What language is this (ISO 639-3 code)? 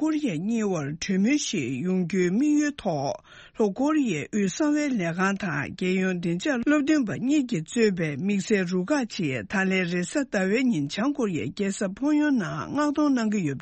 bod